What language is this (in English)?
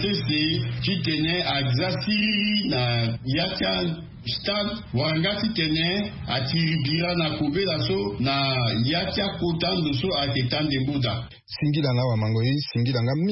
Sango